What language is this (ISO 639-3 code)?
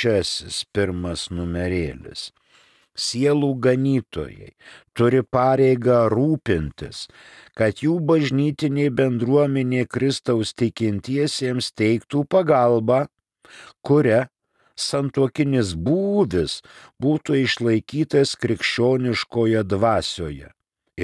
lit